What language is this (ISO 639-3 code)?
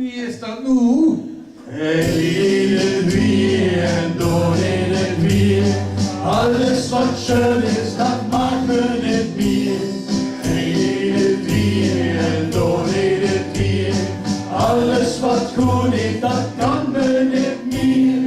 lim